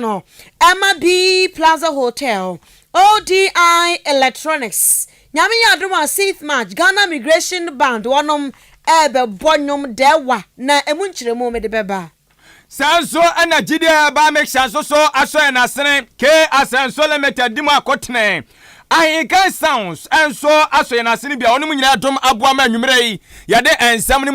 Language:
Akan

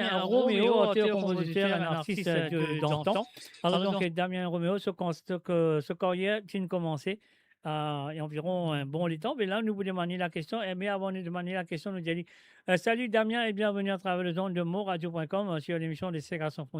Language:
Morisyen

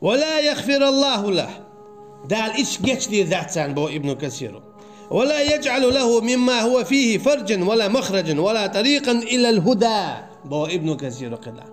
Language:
Chechen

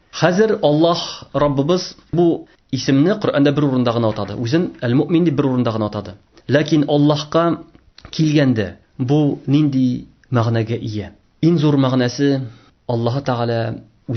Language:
Tatar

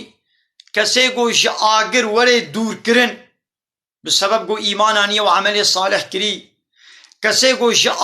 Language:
Kurdish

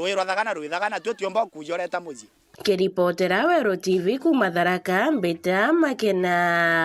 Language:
Meru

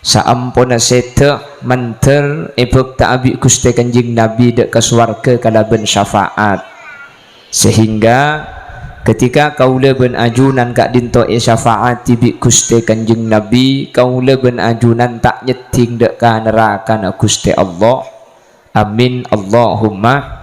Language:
Madurese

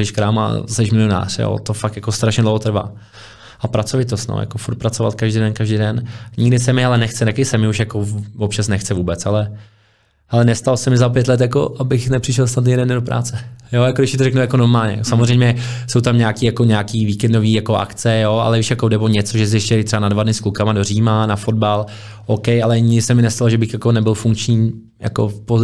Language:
Czech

